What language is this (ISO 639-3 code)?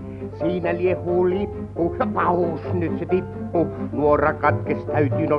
fin